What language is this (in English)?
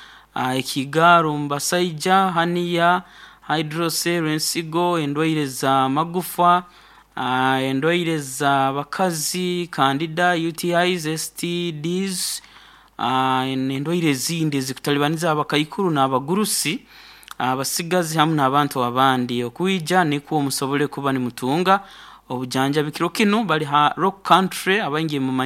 Nyoro